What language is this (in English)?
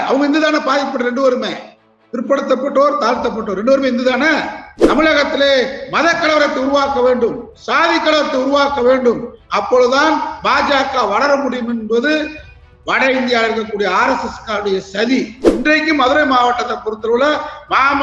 Tamil